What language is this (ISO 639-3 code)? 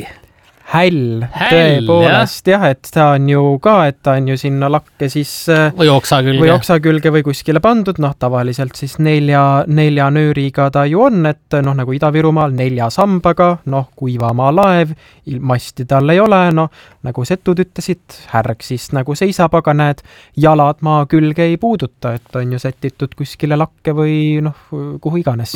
est